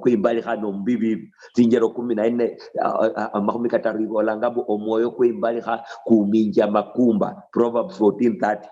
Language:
Luyia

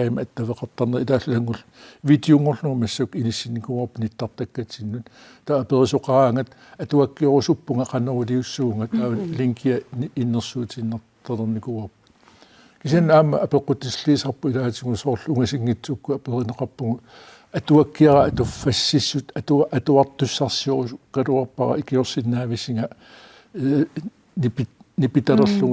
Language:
Kalaallisut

